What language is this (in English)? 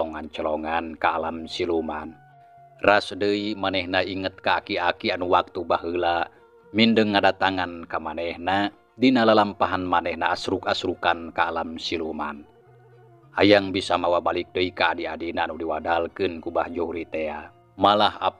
Sundanese